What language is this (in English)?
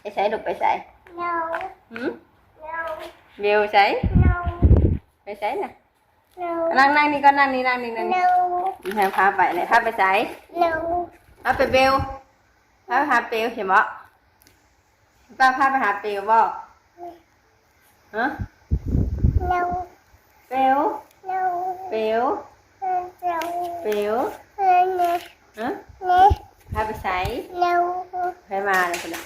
Northeastern Thai